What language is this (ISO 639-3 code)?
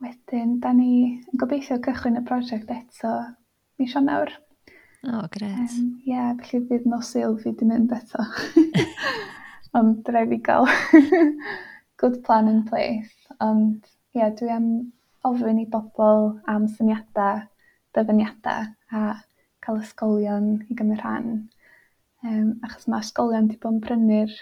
cym